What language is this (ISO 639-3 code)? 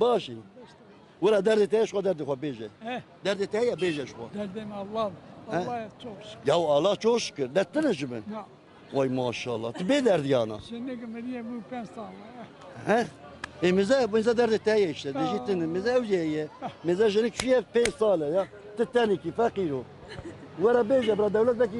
kur